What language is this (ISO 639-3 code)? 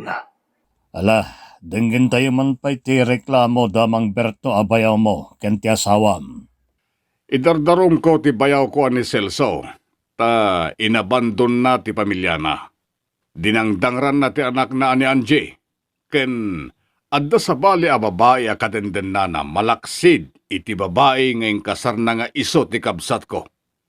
ilo